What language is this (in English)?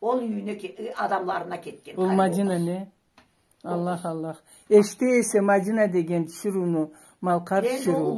Karachay-Balkar